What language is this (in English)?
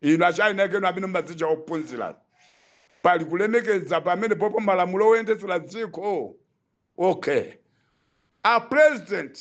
Nyanja